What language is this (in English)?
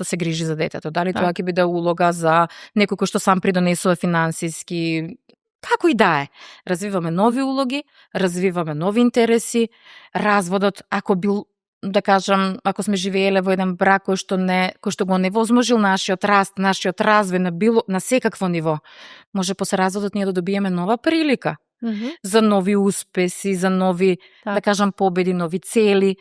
Macedonian